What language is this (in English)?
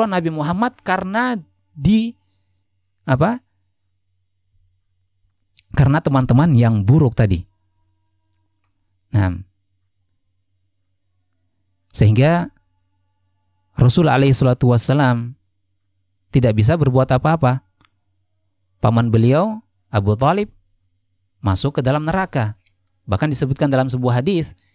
Indonesian